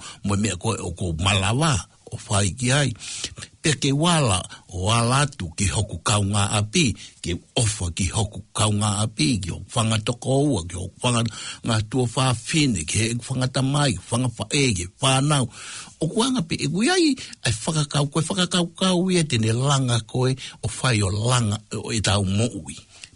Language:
Tongan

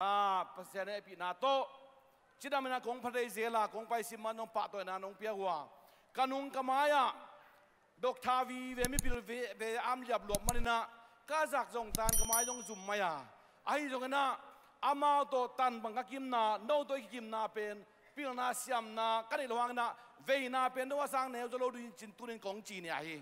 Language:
Tedim Chin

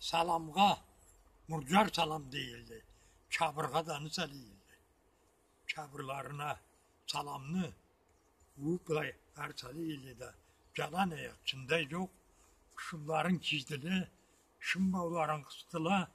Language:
Karachay-Balkar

